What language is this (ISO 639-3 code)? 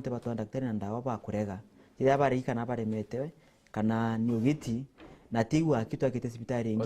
mer